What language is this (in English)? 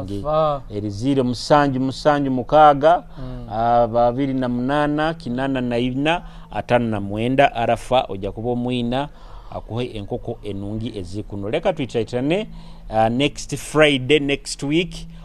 Nyoro